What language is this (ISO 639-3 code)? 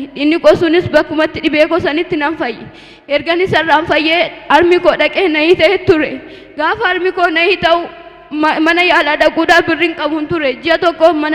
orm